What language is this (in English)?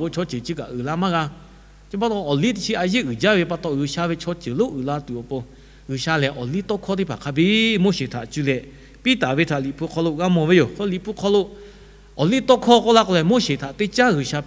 Lahu